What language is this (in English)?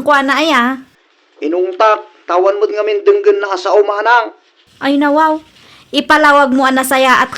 Iloko